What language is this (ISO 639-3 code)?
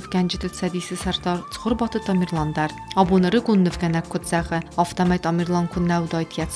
oss